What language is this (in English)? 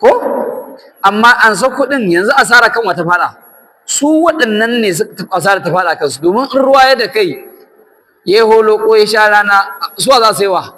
Hausa